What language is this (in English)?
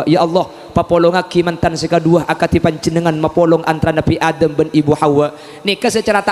Madurese